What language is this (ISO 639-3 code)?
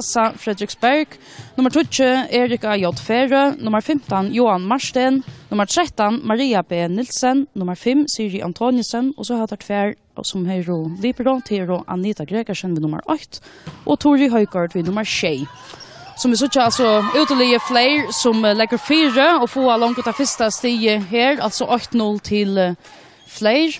fao